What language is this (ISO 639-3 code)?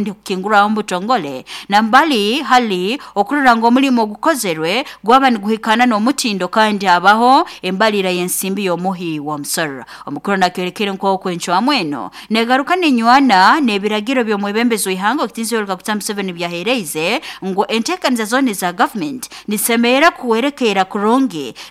nyo